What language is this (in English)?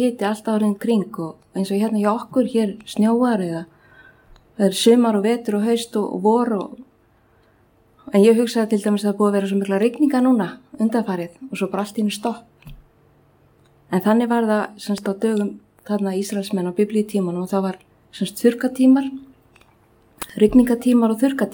Icelandic